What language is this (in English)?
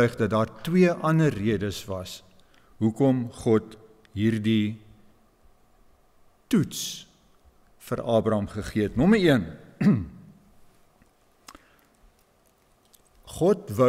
Afrikaans